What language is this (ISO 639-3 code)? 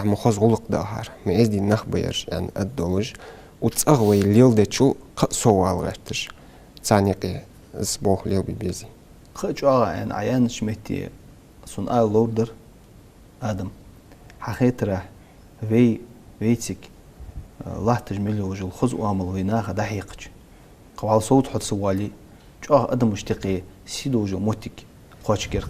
inh